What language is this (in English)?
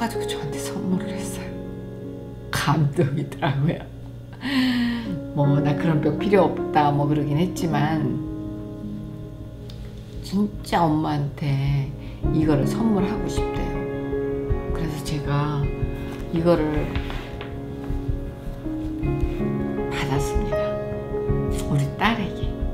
Korean